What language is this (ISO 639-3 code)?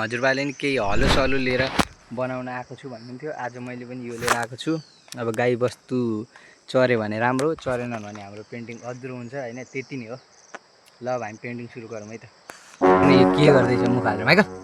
nep